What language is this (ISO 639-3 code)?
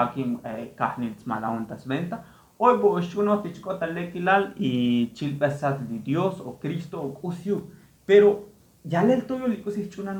tzo